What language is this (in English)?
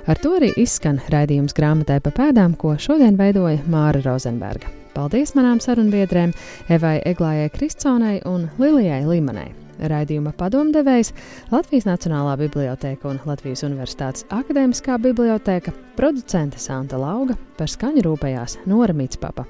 Latvian